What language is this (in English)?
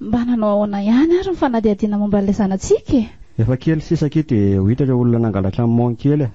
Malagasy